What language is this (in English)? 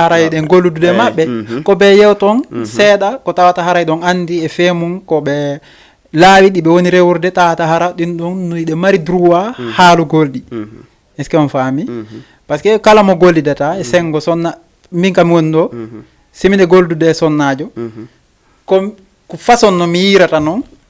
Fula